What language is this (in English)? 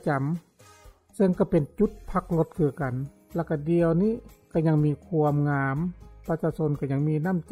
Lao